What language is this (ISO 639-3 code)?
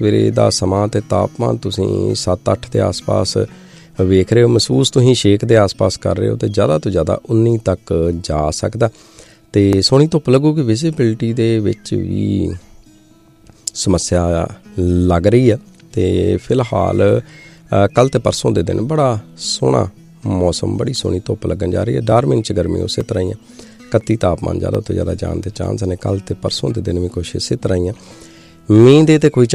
pan